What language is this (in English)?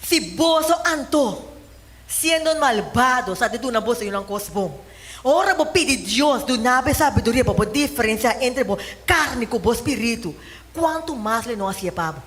Papiamento